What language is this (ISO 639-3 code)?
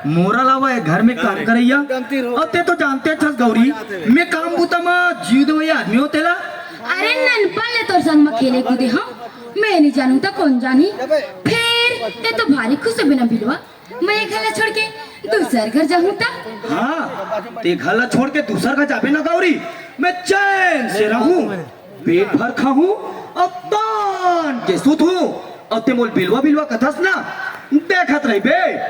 hne